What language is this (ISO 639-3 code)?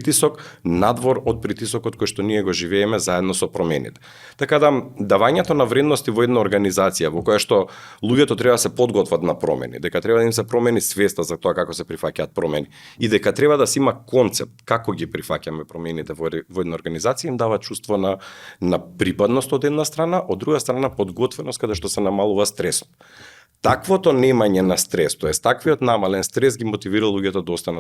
mkd